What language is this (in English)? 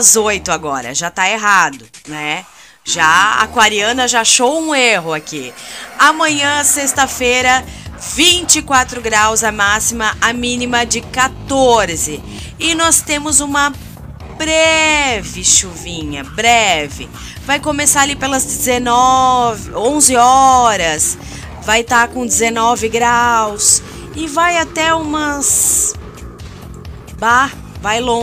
Portuguese